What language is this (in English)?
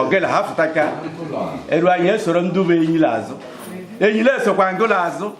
Igbo